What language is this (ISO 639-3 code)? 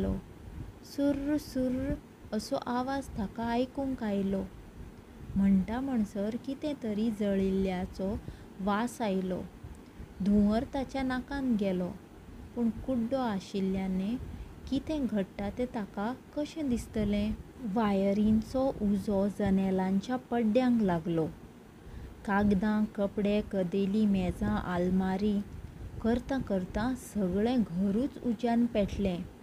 kok